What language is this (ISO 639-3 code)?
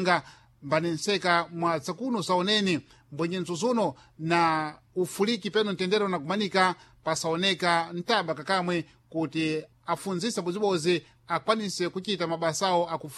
seh